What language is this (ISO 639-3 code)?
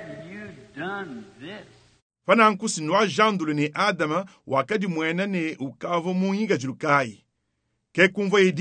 lua